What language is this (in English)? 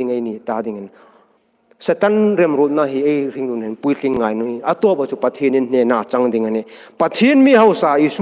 Hmar